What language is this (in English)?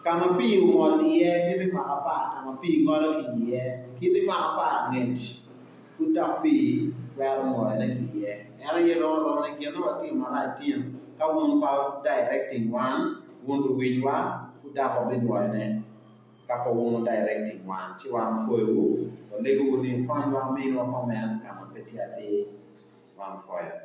Acoli